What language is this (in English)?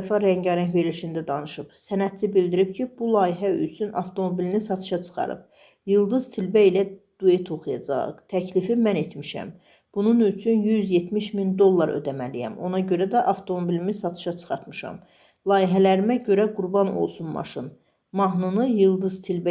Azerbaijani